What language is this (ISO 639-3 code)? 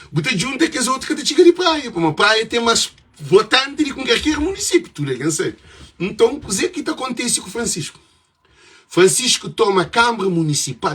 kea